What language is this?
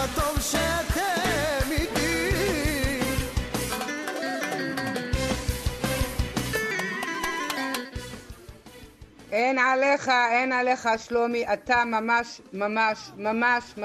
Hebrew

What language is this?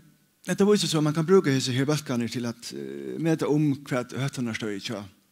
Faroese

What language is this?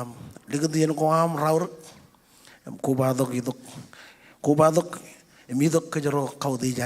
Marshallese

